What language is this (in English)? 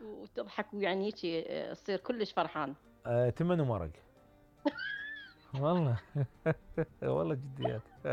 Mesopotamian Arabic